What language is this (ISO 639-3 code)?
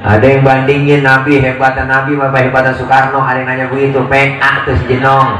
bew